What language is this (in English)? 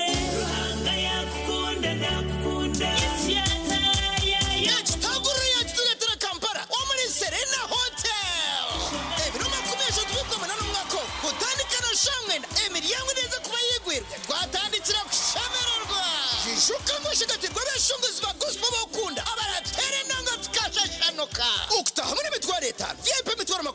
Nyankole